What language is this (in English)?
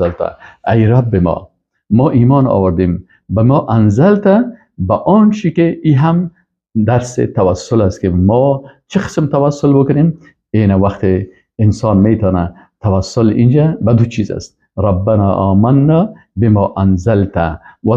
Persian